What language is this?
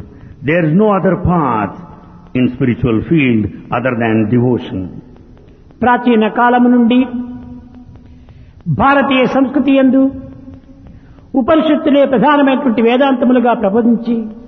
Telugu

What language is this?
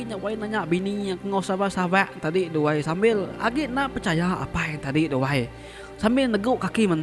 Iban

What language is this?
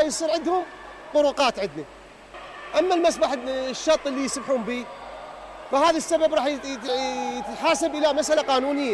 Mesopotamian Arabic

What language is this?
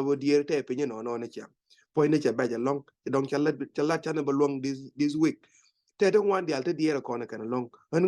Nuer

